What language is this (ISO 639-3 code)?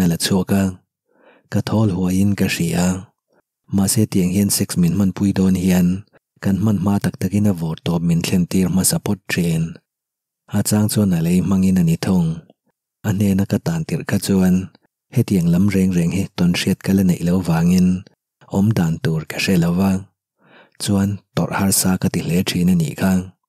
lus